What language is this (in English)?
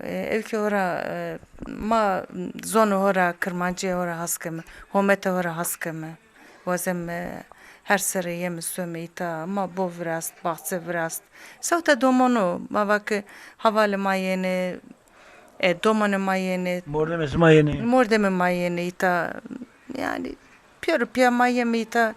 Zaza